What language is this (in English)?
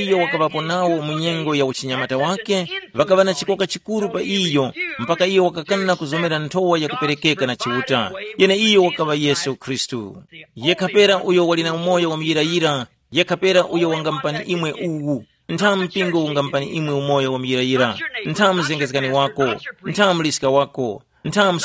Tumbuka